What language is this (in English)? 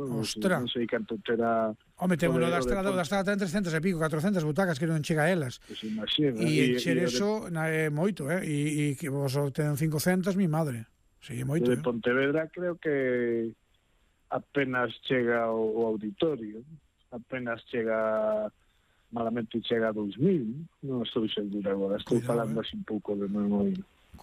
Galician